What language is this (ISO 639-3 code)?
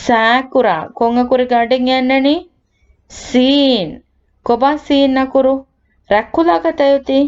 div